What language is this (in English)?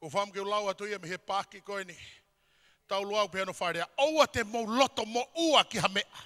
Tongan